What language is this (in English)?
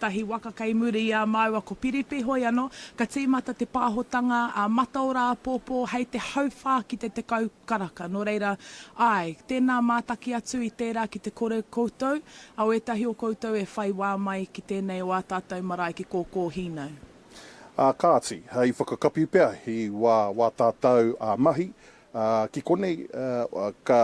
Māori